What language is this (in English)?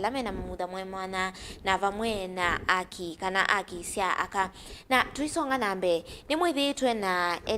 Kamba